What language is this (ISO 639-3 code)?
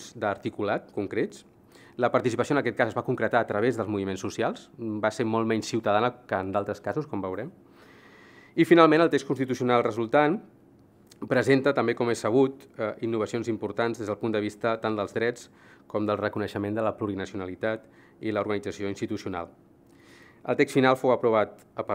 cat